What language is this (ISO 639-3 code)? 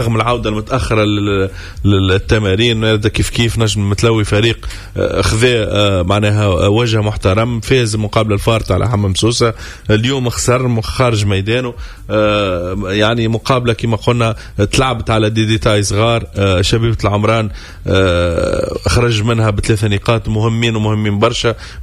aeb